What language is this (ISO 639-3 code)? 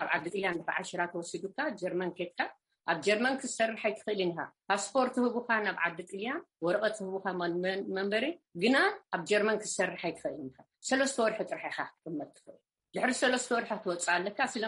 tir